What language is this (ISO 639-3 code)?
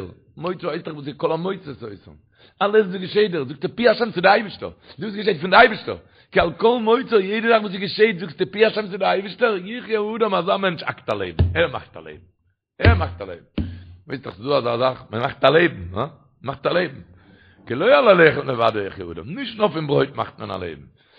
yid